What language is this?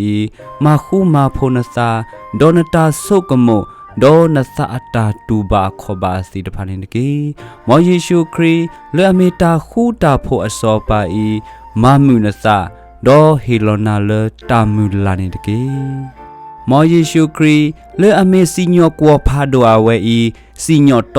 S'gaw Karen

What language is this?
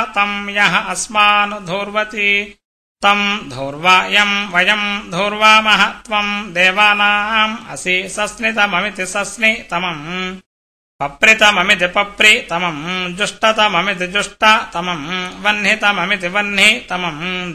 Sanskrit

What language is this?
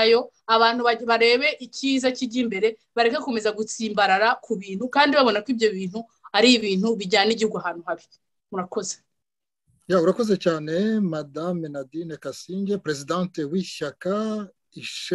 Kinyarwanda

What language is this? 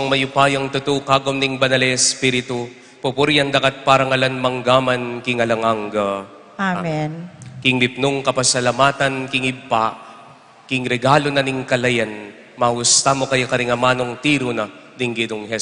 Pampanga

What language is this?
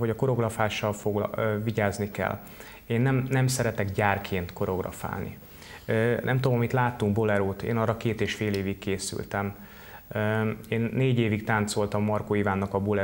Hungarian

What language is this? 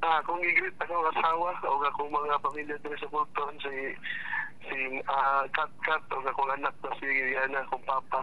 Cebuano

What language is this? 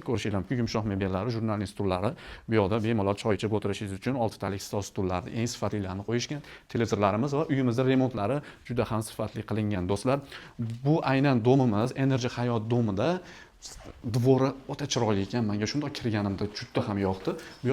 Uzbek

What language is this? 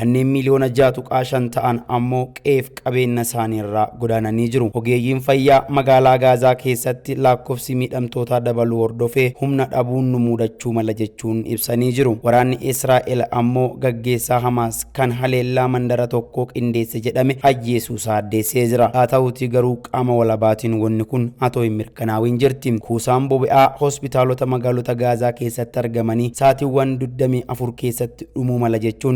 Oromo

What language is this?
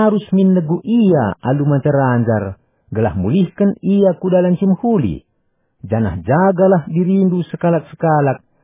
Batak Karo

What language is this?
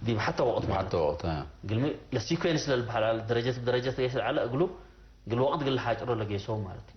Tigre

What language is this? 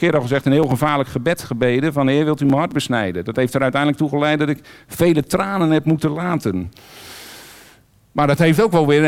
Dutch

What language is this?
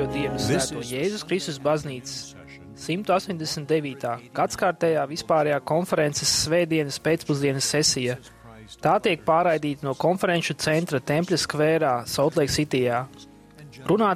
Latvian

